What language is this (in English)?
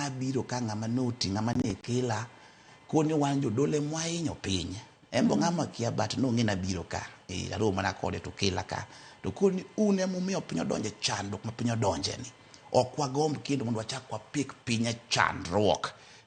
Luo (Kenya and Tanzania)